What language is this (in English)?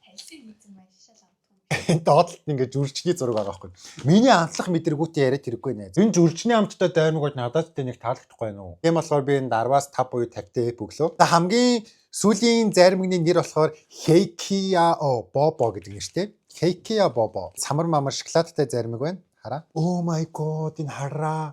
Mongolian